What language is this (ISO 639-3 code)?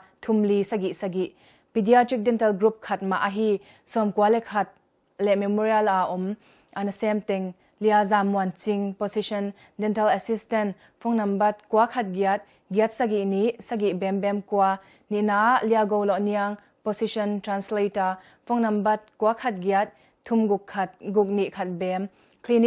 ctd